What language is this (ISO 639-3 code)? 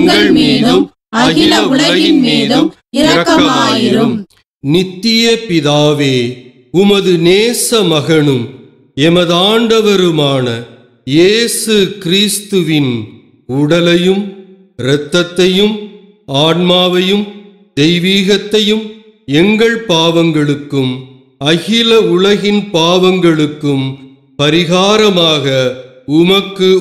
tam